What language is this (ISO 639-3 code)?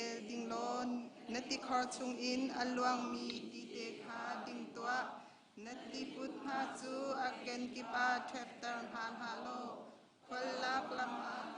cnh